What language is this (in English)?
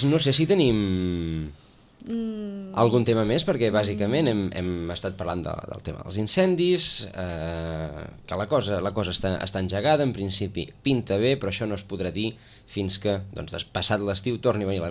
Catalan